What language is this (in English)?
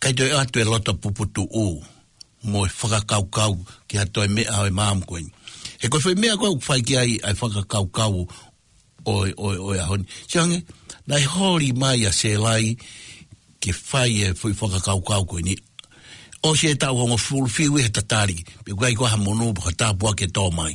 Tongan